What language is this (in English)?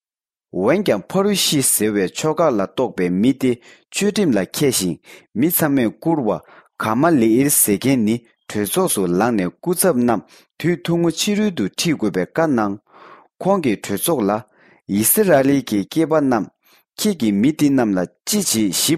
Tibetan